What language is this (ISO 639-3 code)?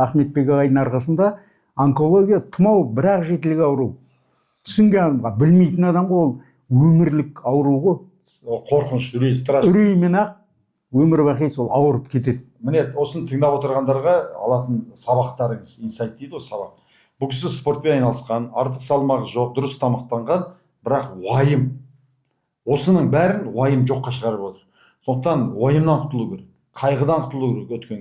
kaz